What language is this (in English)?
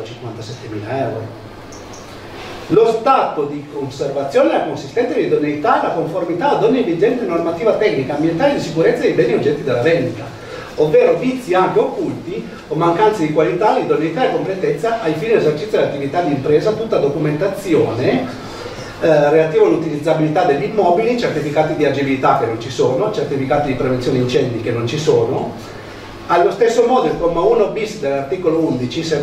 Italian